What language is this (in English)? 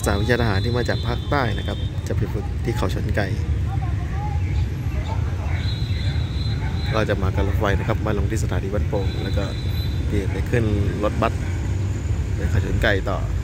Thai